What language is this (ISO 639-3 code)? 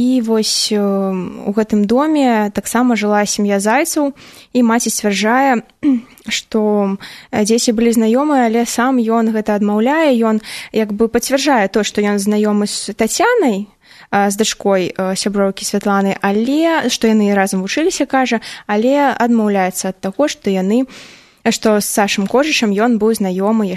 bel